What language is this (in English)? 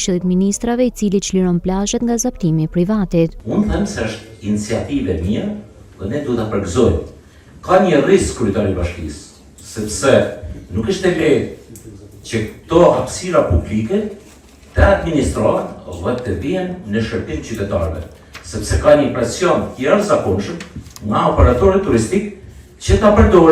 Albanian